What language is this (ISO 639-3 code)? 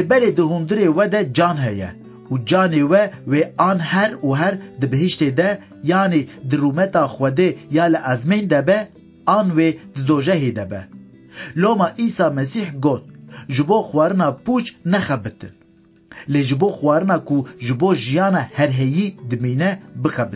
kur